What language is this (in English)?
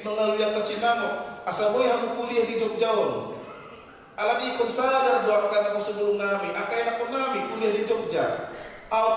Batak Toba